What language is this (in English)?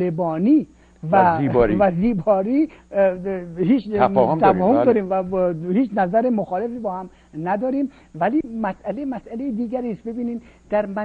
Persian